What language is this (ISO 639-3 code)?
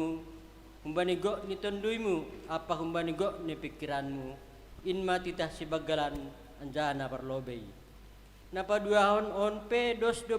bts